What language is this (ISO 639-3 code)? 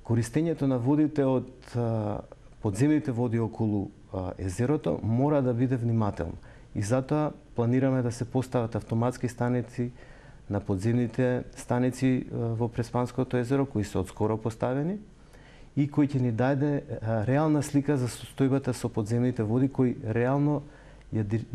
mkd